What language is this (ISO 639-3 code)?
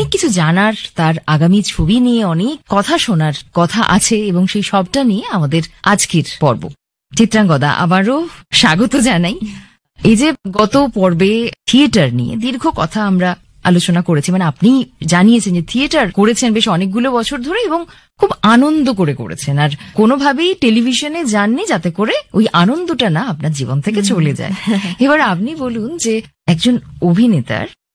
ben